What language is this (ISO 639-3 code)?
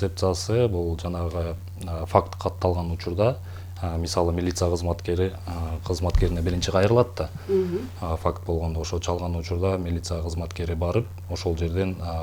kir